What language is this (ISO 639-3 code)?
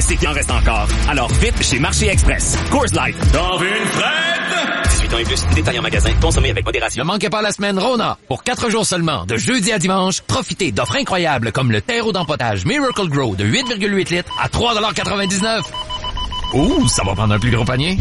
fra